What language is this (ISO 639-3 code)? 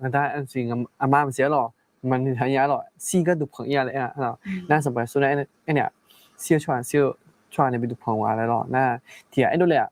ahk